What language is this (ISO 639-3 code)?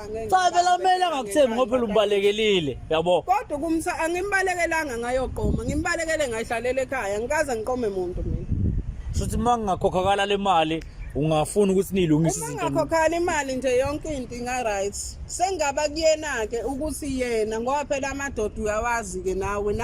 zul